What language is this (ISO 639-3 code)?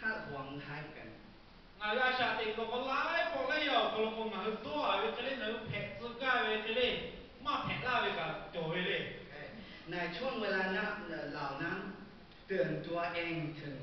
lhu